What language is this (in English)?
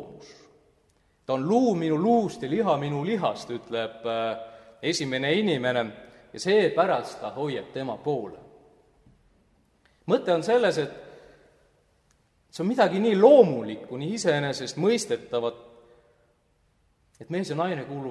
Estonian